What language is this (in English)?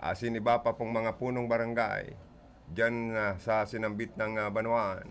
Bikol